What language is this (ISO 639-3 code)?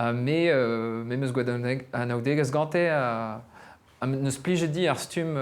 bre